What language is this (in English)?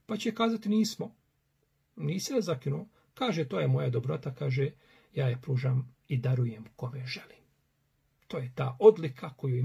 Bosnian